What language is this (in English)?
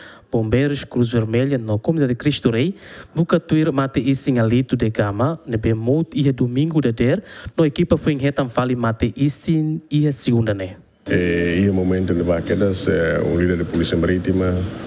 Tetum